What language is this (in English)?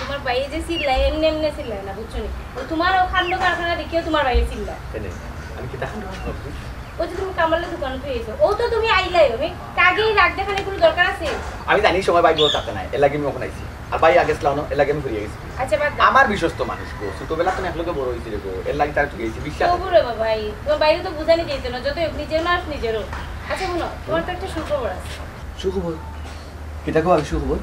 Sylheti